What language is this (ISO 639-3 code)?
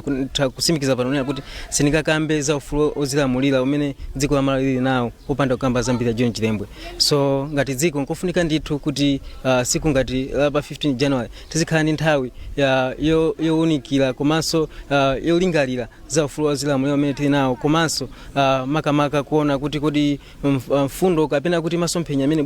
nya